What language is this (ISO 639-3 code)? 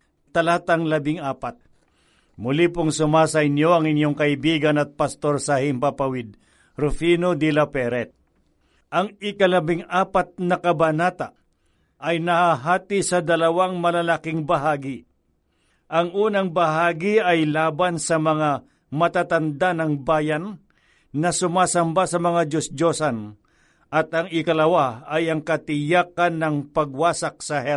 fil